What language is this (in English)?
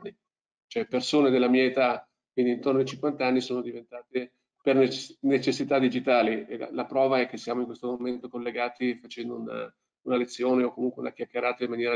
Italian